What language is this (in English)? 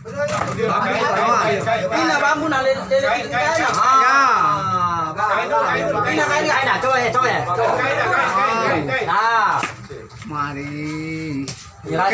Musi